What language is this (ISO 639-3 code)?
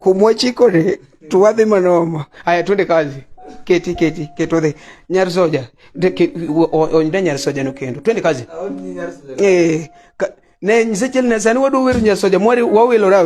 luo